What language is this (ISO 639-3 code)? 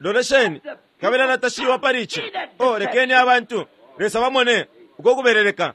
bem